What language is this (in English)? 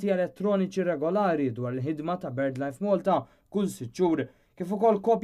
Maltese